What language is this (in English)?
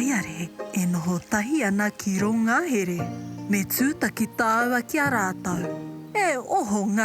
Māori